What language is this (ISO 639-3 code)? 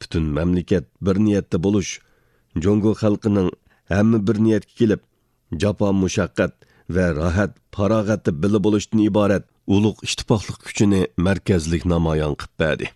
uig